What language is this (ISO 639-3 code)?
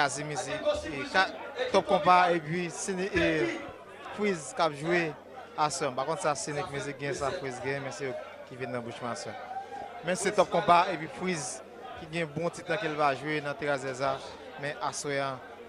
hat